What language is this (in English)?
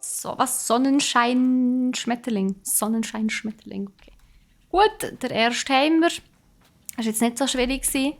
Swiss German